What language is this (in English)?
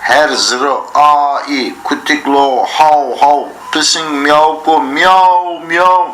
Zaza